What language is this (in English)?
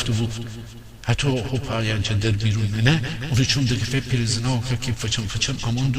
Gilaki